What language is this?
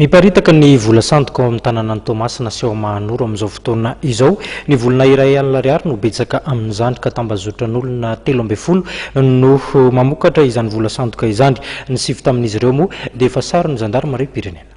Malagasy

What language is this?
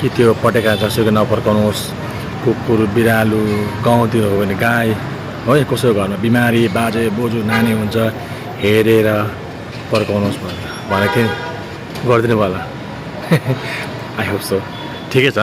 Nepali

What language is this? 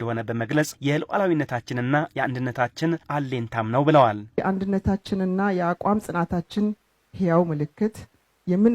Amharic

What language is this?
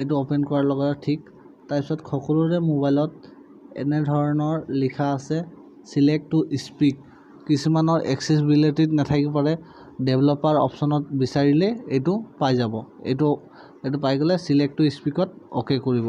Assamese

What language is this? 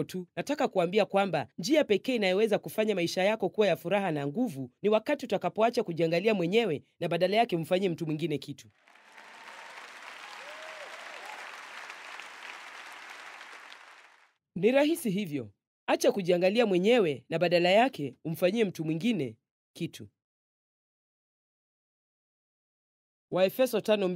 Swahili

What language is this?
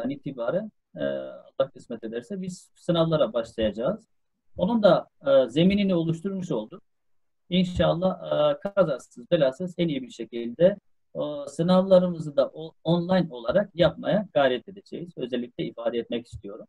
Turkish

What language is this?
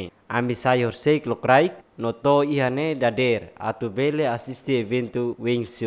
Tetum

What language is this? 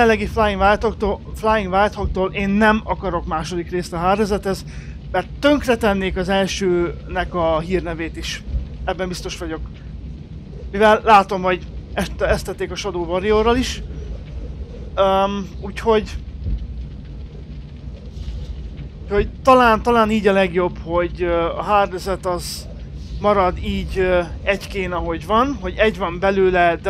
Hungarian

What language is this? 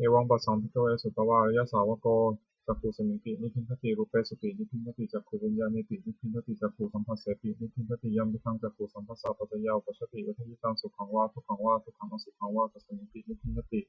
Pali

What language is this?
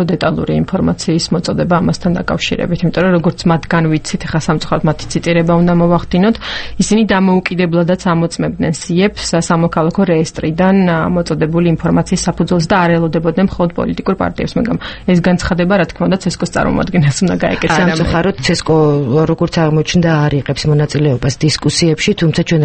Georgian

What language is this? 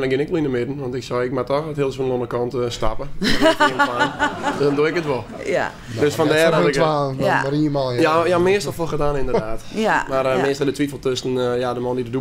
Western Frisian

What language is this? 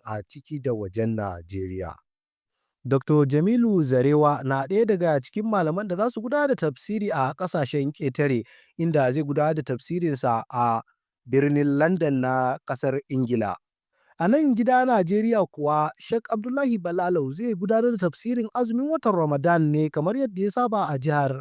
Hausa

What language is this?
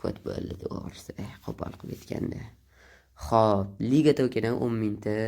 Uzbek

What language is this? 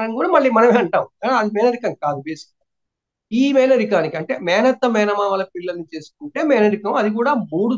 Telugu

